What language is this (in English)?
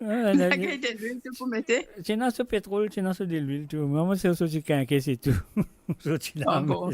Morisyen